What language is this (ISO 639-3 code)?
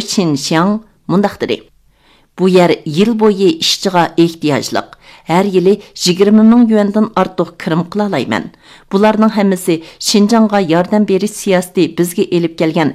uig